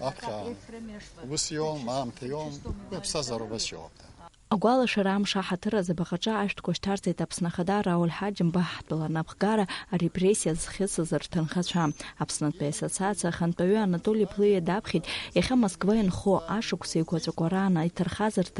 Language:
Abkhazian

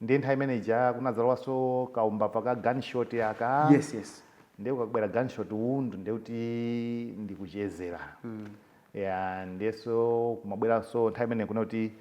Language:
Nyanja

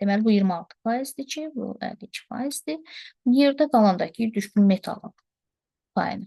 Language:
Azerbaijani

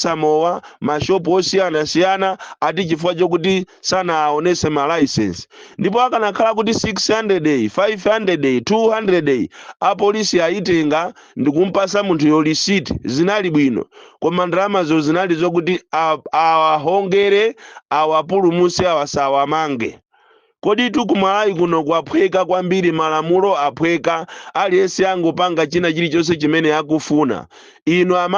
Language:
Nyanja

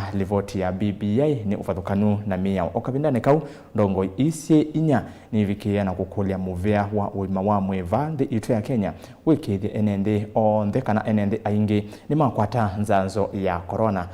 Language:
Kamba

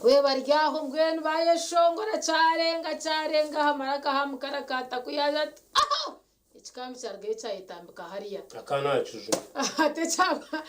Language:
Nyankole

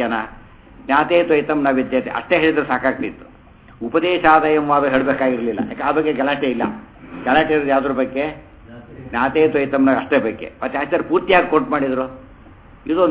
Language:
Kannada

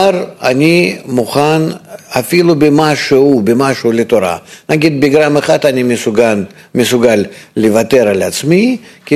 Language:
Hebrew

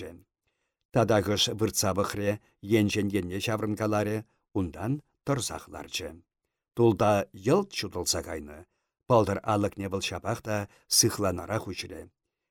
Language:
Chuvash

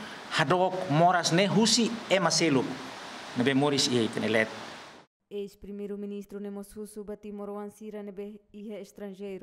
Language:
Tetum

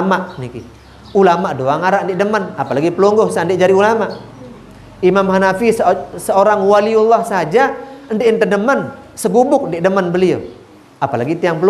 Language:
Sasak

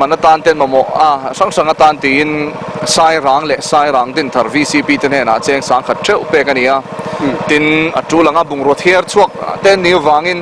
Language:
Mizo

